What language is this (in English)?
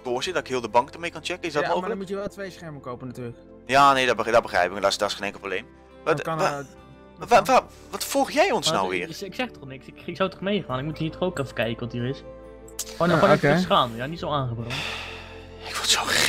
Dutch